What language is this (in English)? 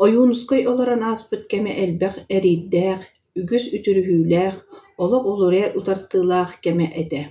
Yakut